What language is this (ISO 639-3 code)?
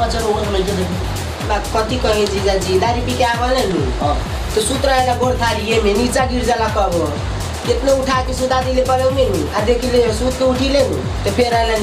bho